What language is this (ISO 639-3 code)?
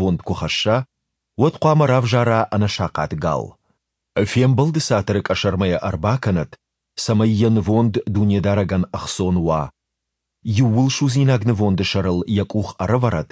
oss